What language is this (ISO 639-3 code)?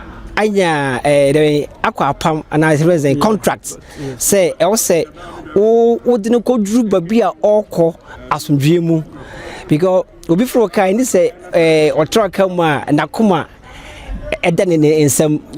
aka